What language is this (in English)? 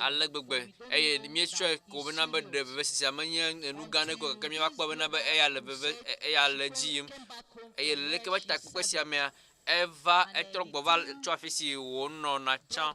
Ewe